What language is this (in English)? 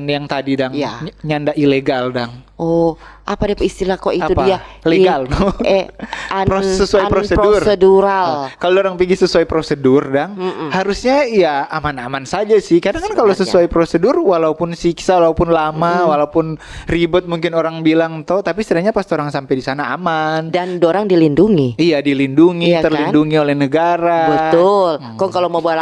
Manado Malay